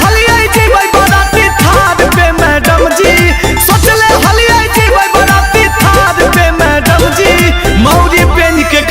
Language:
Magahi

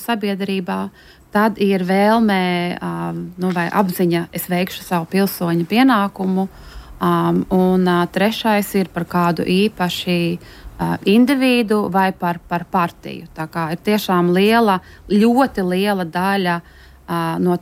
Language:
Latvian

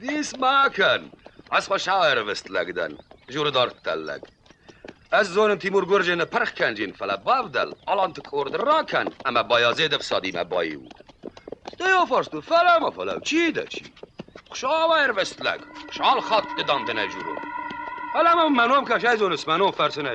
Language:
Ossetic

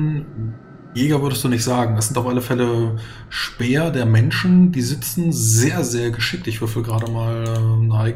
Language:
German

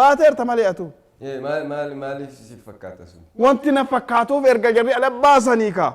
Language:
Oromo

